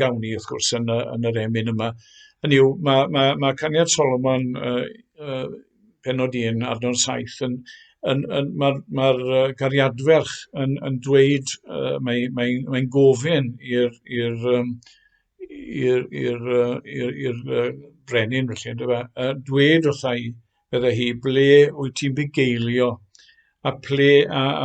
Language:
Welsh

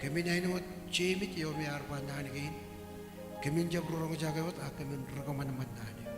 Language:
Marshallese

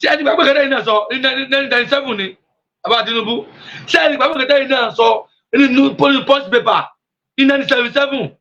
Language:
Yoruba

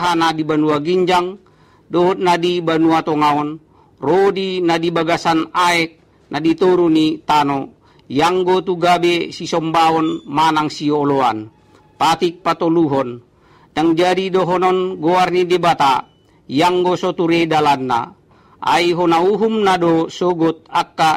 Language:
Batak Toba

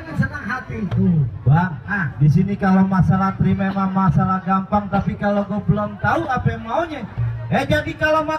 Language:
Betawi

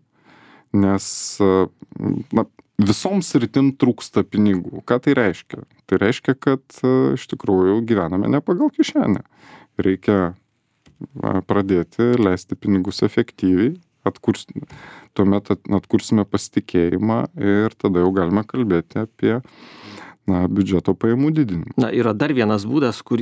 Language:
Lithuanian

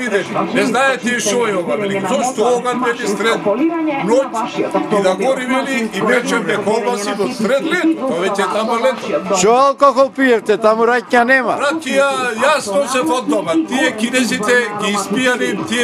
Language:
Macedonian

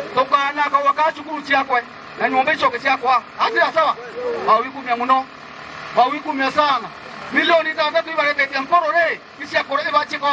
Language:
Meru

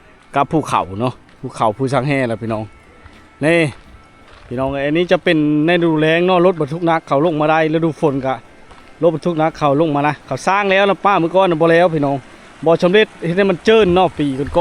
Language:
Lao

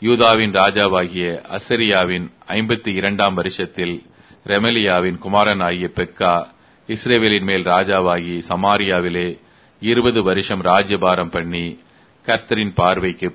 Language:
Tamil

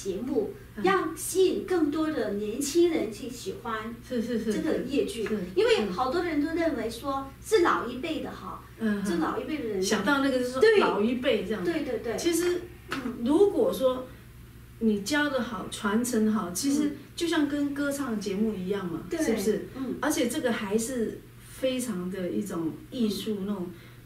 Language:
Chinese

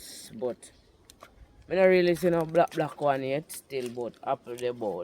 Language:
Jamaican Creole English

